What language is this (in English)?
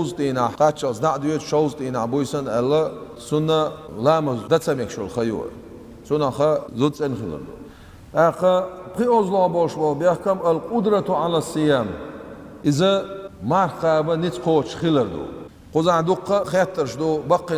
Chechen